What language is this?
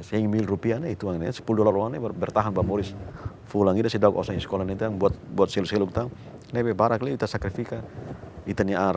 Tetum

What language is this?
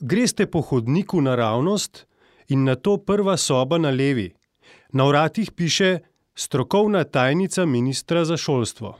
Slovenian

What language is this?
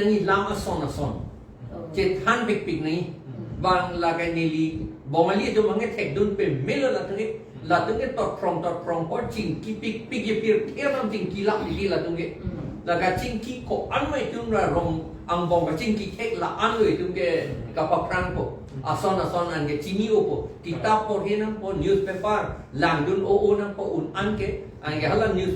Karbi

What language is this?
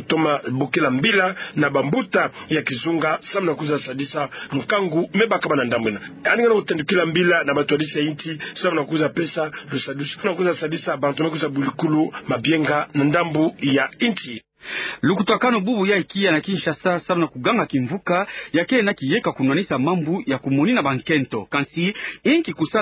Kituba (Democratic Republic of Congo)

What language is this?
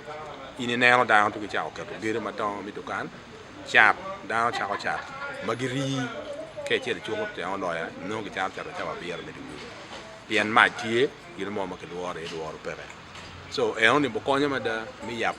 Acoli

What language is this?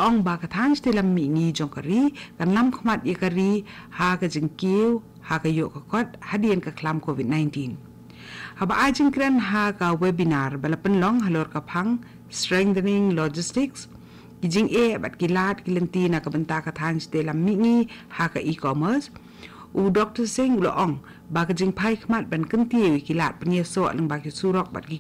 Khasi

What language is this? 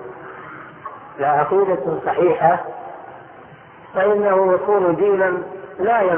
Arabic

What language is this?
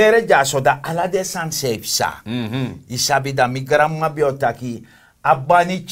Sranan Tongo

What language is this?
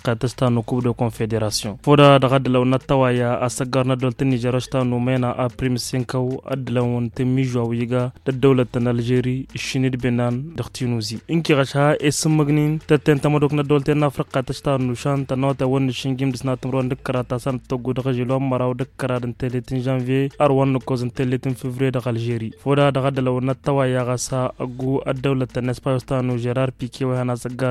Tamasheq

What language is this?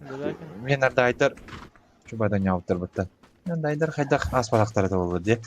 Yakut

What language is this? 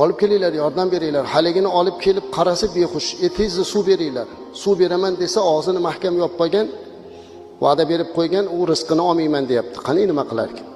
Uzbek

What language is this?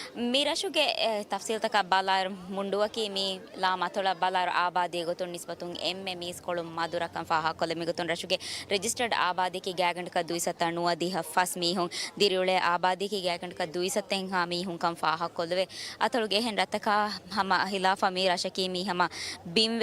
Divehi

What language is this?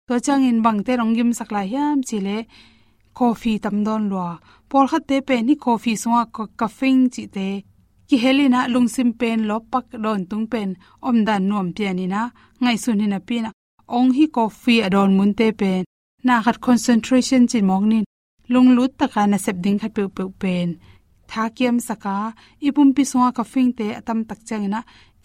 Tedim Chin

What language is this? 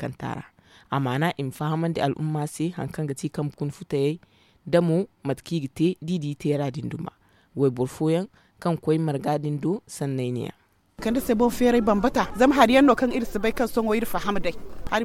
Zarma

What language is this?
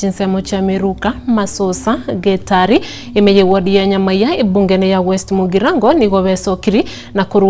Gusii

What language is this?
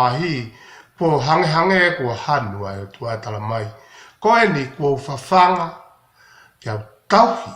Tongan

